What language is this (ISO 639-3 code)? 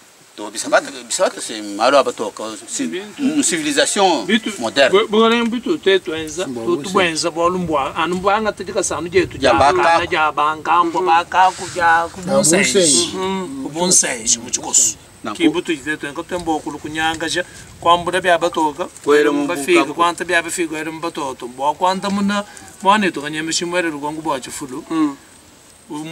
lua